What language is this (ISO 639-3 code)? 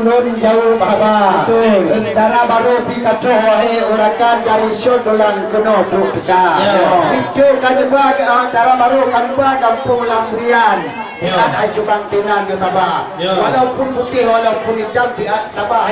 ace